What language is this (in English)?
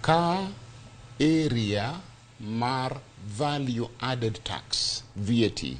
Luo (Kenya and Tanzania)